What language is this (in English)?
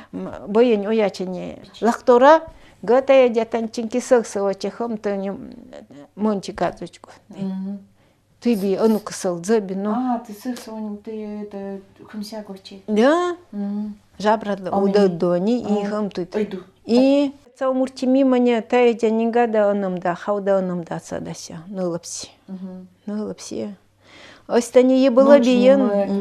Nanai